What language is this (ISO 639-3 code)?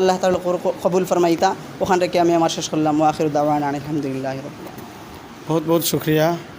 syl